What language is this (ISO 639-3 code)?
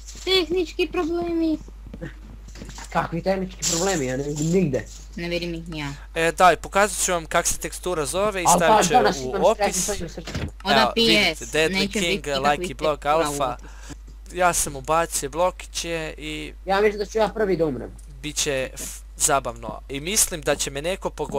hrv